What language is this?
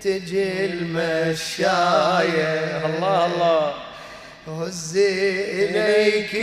Mesopotamian Arabic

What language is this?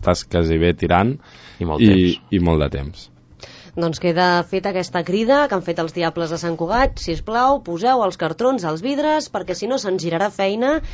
Catalan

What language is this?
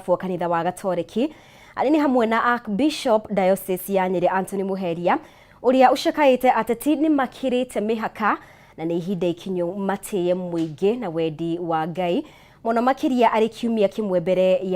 Kikuyu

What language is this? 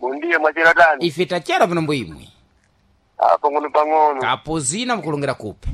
Sena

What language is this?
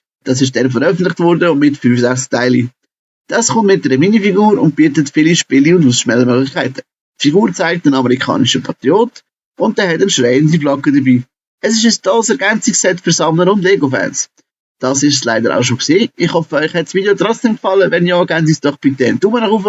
Swiss German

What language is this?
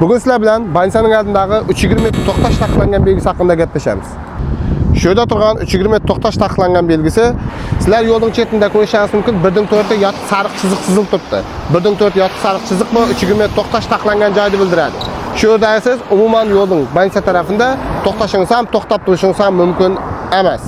Uzbek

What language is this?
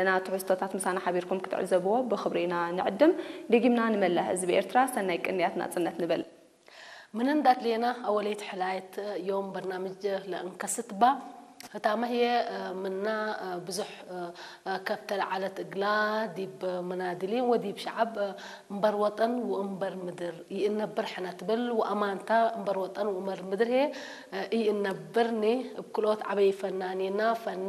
Tigrinya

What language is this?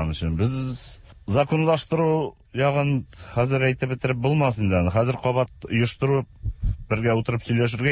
Tatar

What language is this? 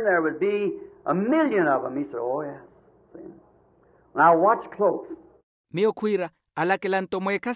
Makhuwa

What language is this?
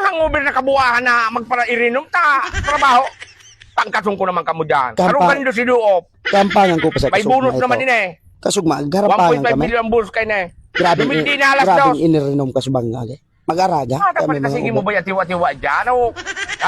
Bikol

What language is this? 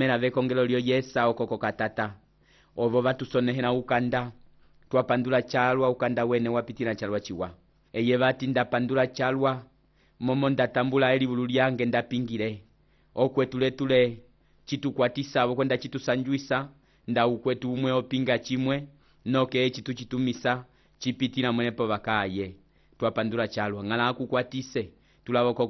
Umbundu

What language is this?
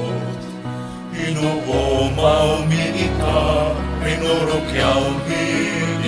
Bikol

